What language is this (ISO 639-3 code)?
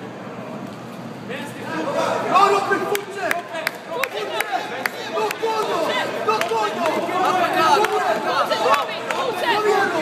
swe